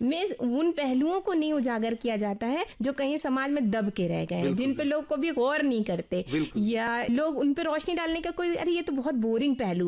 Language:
Urdu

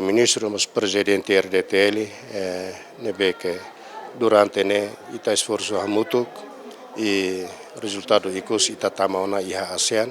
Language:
Tetum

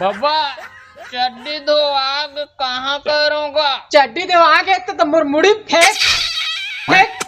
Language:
Chhattisgarhi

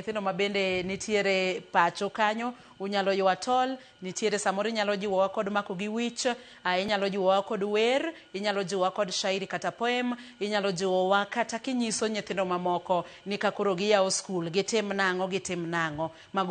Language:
Luo (Kenya and Tanzania)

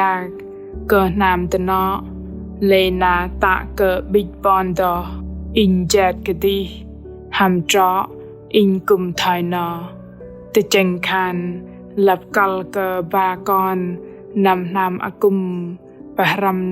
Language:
Bahnar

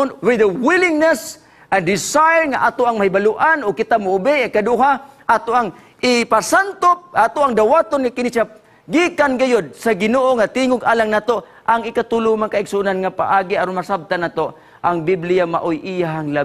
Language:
Cebuano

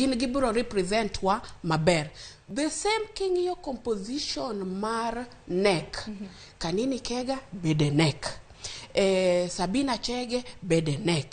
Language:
Luo (Kenya and Tanzania)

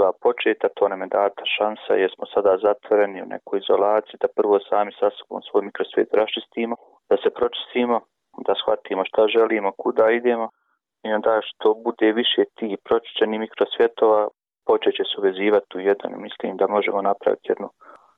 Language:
Bosnian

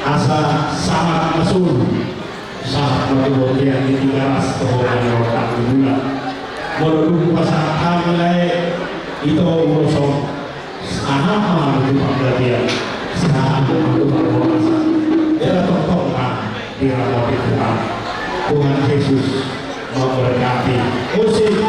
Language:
Batak Toba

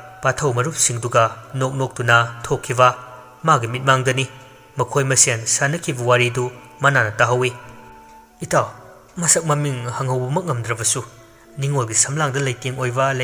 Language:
Manipuri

